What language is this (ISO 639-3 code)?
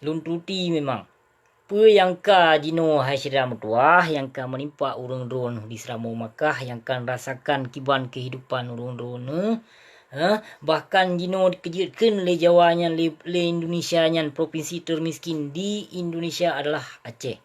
ace